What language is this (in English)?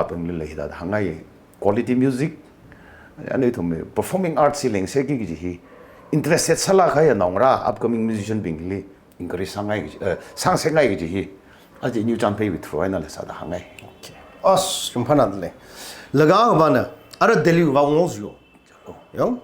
Tangkhul Naga (India)